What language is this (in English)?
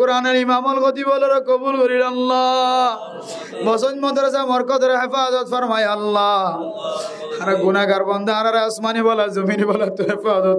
Rohingya